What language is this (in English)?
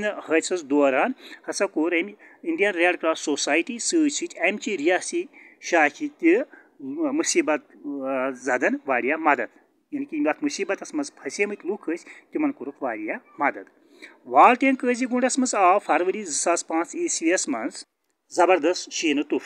Kashmiri